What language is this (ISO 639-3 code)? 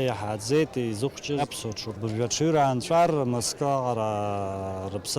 abk